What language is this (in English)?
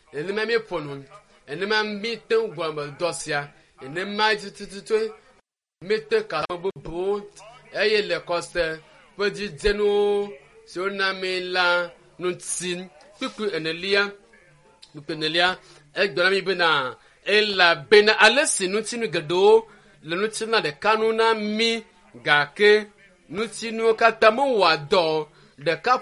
Ewe